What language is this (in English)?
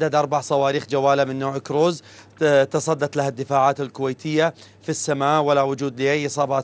Arabic